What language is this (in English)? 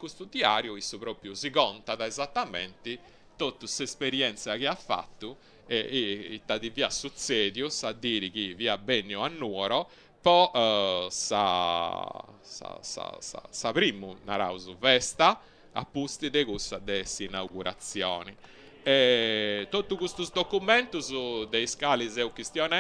Sardinian